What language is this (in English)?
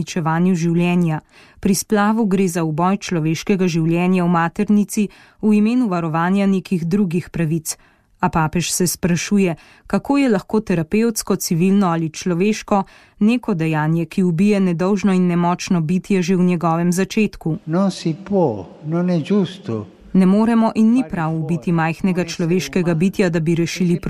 Slovenian